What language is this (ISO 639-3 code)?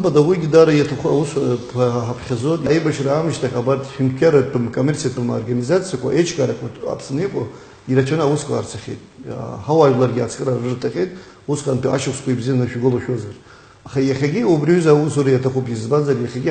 abk